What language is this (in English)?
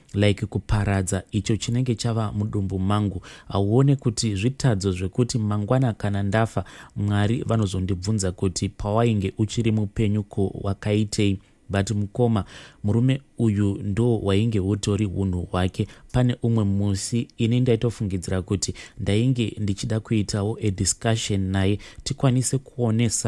Shona